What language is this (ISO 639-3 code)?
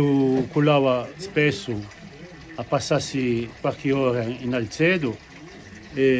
cos